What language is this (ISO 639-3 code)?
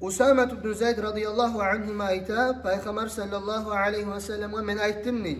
kum